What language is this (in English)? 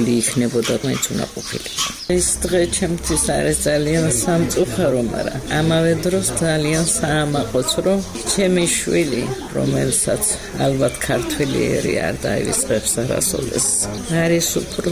Georgian